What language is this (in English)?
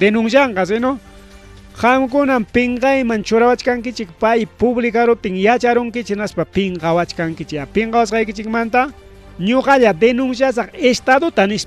Ayacucho Quechua